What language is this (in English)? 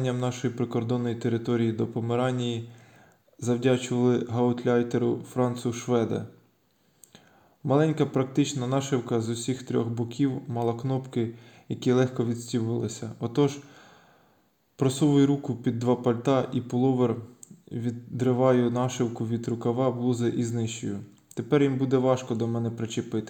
Ukrainian